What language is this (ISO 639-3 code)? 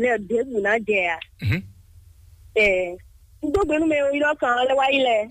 fon